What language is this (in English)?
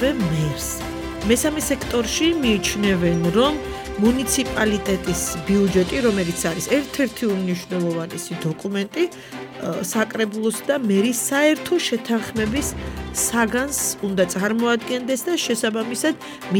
Georgian